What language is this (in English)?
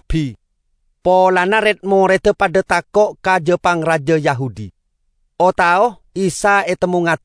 Madurese